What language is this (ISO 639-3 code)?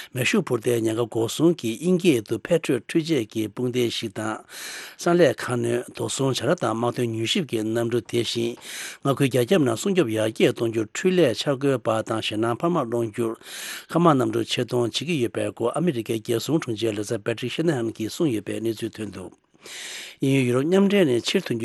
bod